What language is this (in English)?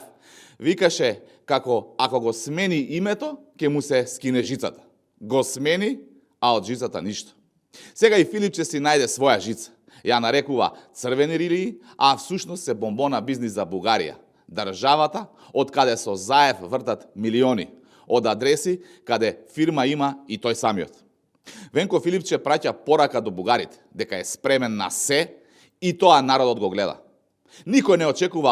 Macedonian